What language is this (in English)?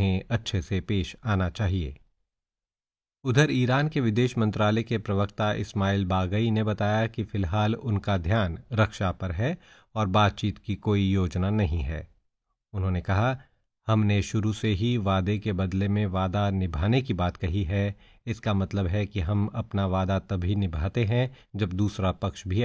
Hindi